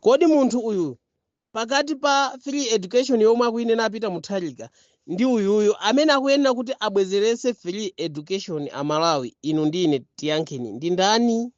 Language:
Nyanja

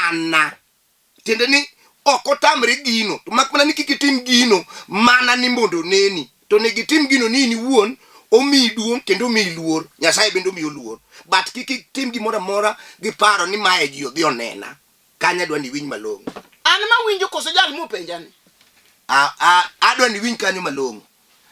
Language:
Luo (Kenya and Tanzania)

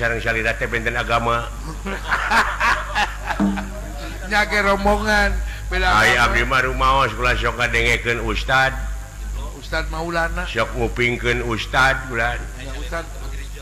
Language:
Sundanese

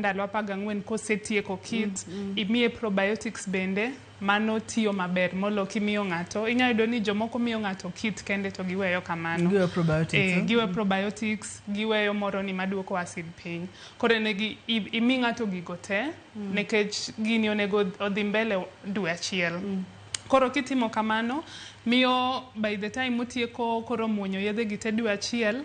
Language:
Luo (Kenya and Tanzania)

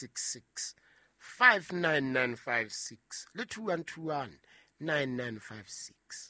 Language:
Southern Sotho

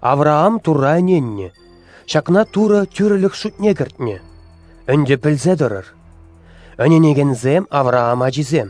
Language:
Chuvash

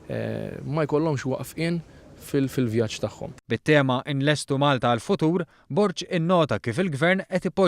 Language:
Maltese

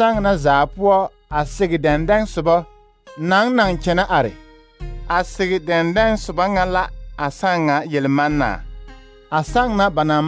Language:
Southern Dagaare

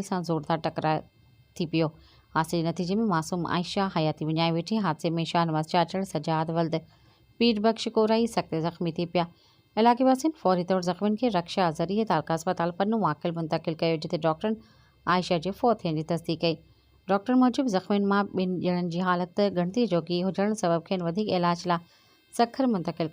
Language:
Sindhi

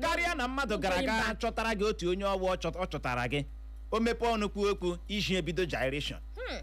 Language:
Igbo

